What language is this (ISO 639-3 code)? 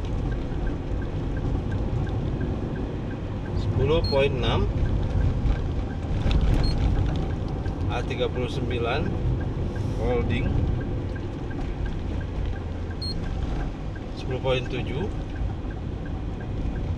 ind